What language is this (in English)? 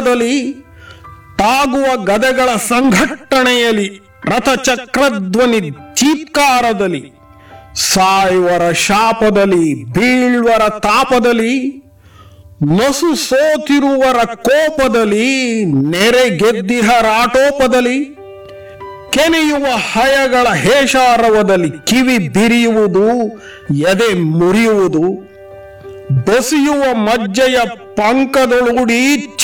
Kannada